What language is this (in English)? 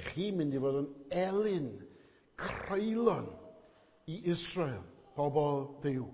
Welsh